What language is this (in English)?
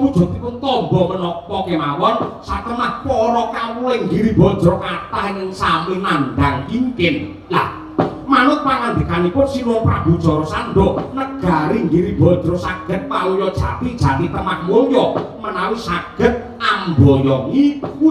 Javanese